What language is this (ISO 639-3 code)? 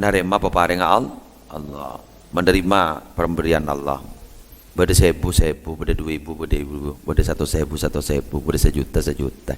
mad